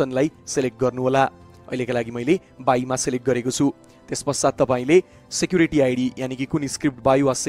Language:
Nepali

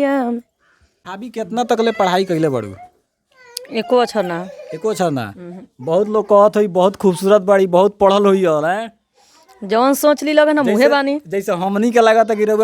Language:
Bhojpuri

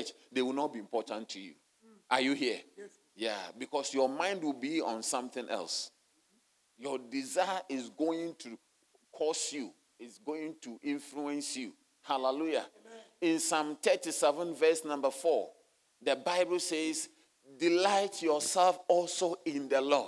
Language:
English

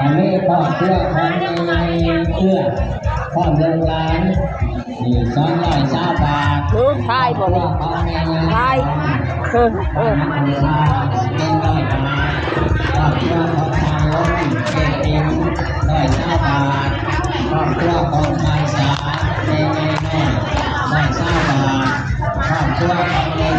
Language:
Lao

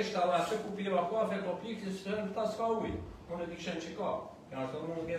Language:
Albanian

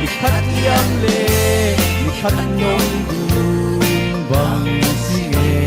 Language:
Falam Chin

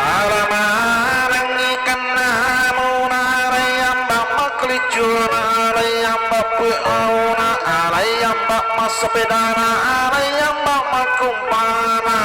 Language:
Buginese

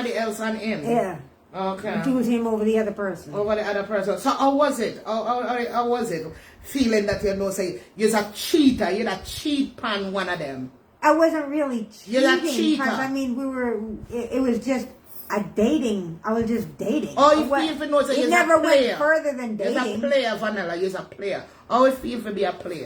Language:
Jamaican Creole English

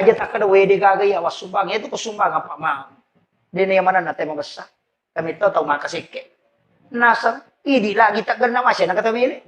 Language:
Buginese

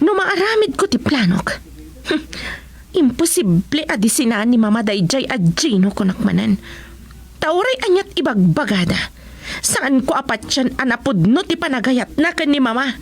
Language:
Iloko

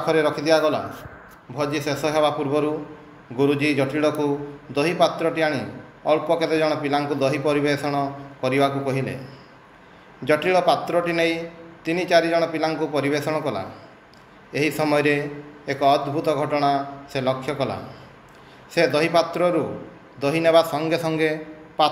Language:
Odia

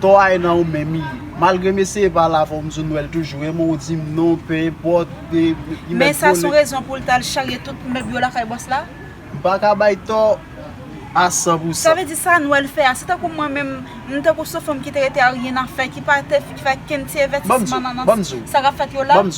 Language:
Haitian Creole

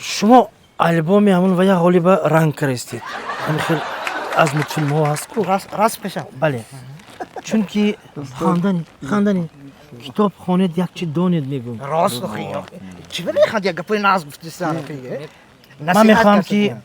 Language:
Tajik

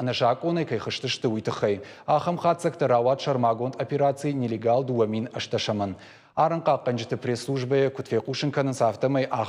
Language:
Ossetic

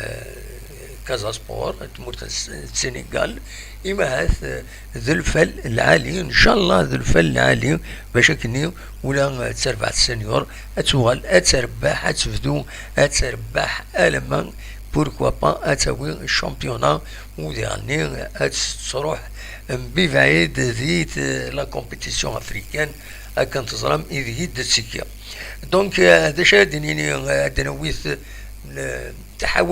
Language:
Kabyle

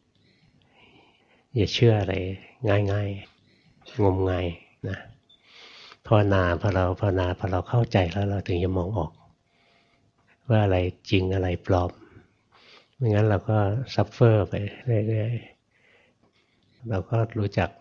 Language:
Thai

